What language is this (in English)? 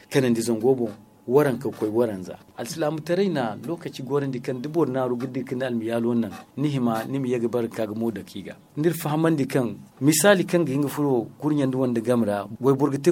Zarma